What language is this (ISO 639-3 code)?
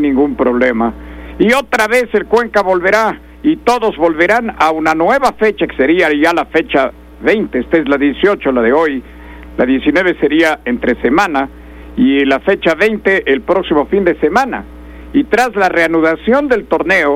spa